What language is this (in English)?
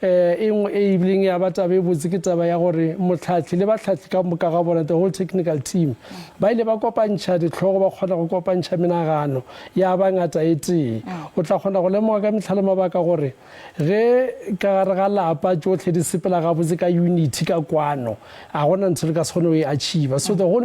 Northern Sotho